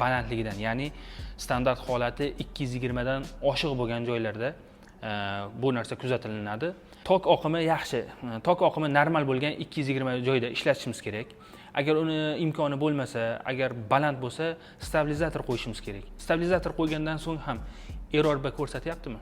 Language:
Uzbek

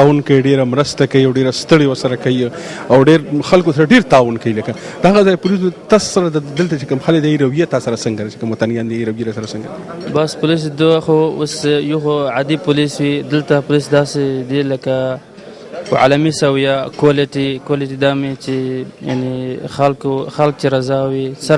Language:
Pashto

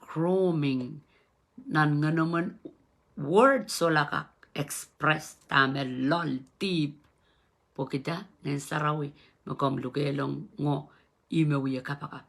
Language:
Pohnpeian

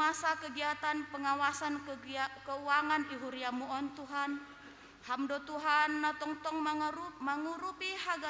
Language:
Batak Simalungun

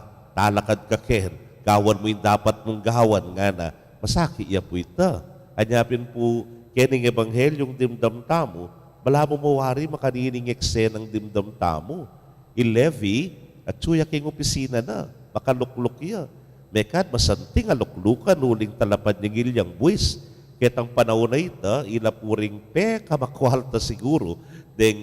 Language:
Pampanga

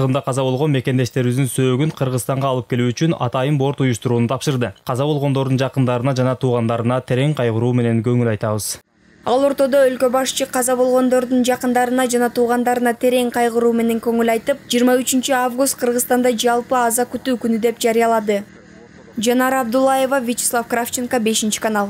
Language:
Kyrgyz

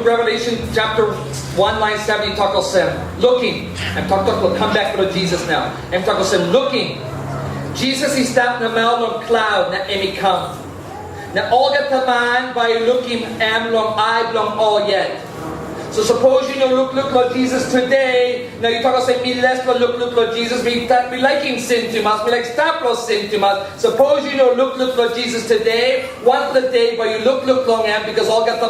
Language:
Tok Pisin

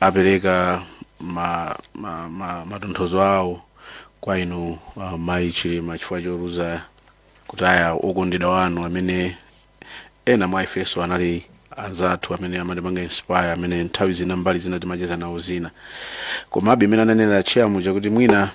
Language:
Nyanja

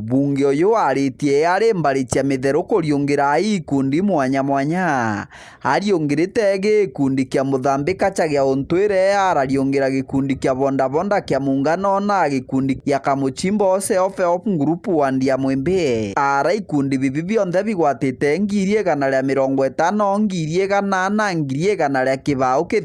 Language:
Meru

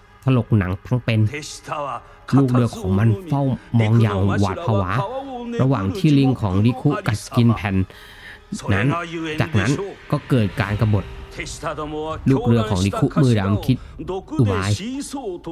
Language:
Thai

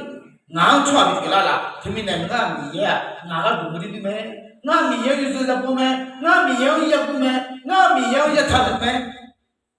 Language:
Akha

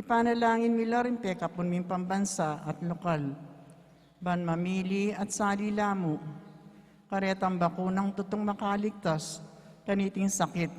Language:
Pampanga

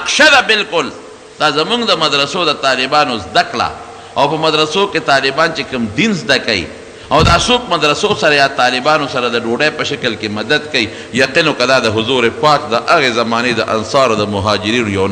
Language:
Pashto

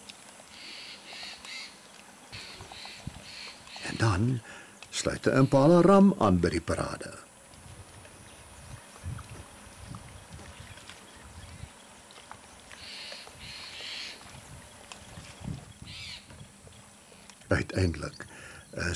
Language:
Afrikaans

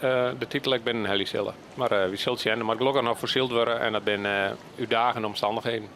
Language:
Western Frisian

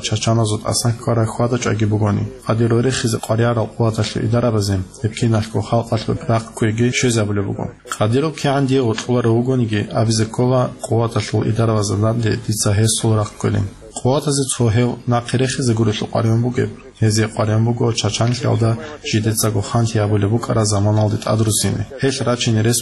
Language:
Avaric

